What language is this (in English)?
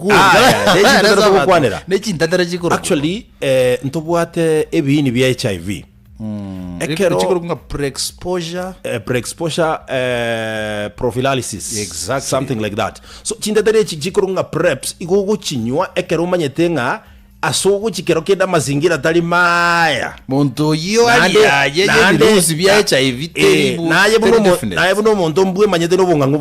Gusii